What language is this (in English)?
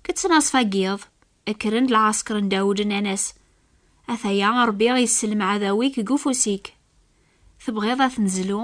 Kabyle